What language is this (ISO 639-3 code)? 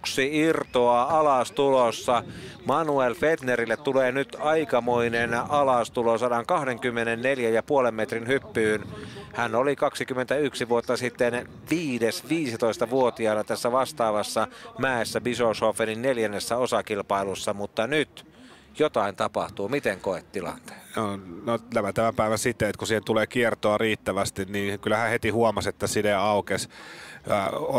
fin